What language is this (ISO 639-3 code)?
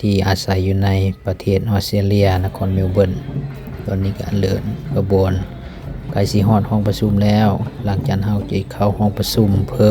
lao